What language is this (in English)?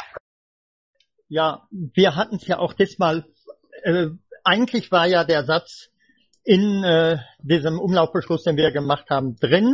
German